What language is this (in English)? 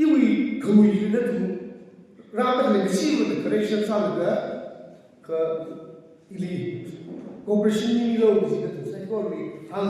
Tangkhul Naga (India)